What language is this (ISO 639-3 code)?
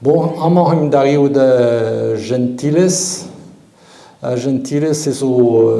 bre